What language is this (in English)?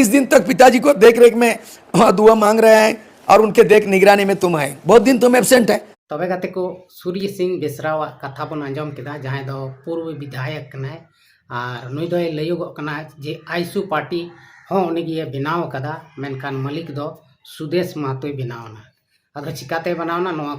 Santali